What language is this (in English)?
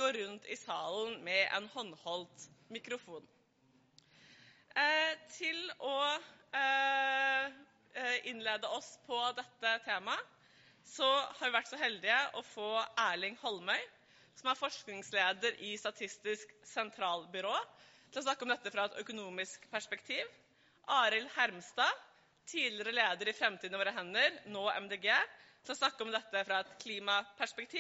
Norwegian